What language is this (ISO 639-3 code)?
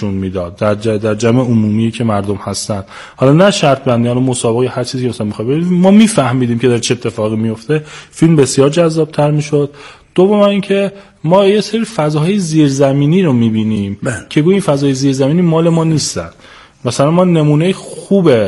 fas